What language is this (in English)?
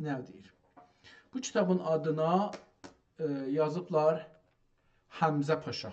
South Azerbaijani